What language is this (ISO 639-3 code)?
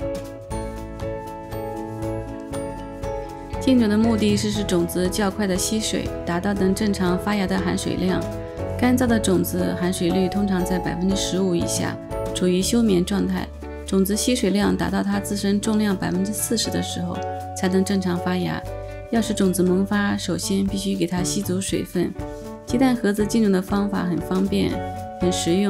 zho